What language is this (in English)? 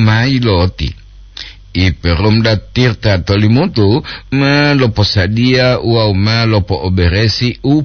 Gorontalo